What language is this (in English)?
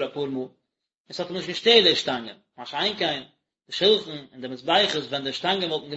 Yiddish